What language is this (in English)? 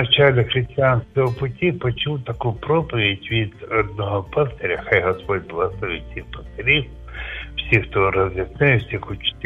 Ukrainian